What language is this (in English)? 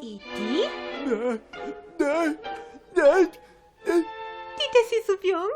Venetian